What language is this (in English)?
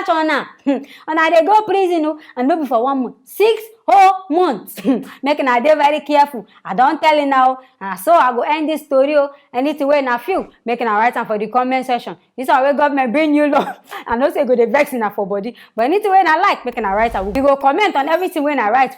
Nigerian Pidgin